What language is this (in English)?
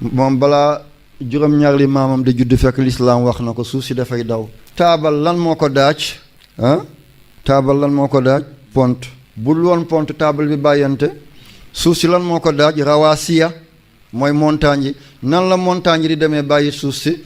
Wolof